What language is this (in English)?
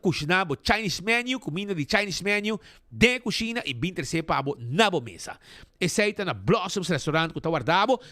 Papiamento